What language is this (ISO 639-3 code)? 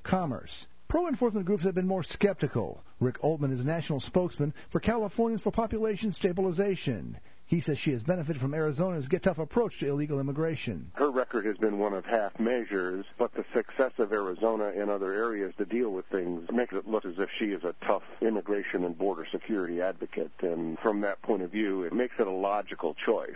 eng